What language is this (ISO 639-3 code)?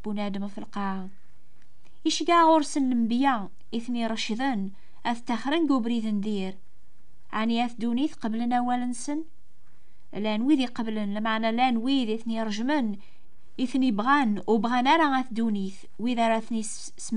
kab